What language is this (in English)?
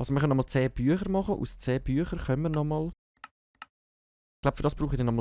Swiss German